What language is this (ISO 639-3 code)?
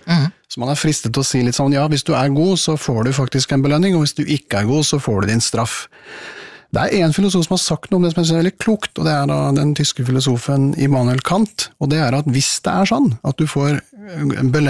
nor